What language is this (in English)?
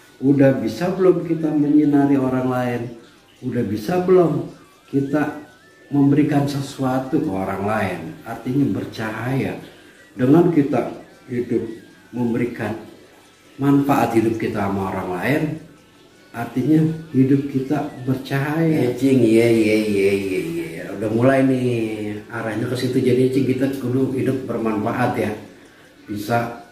Betawi